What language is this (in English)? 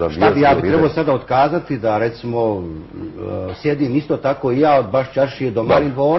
Bosnian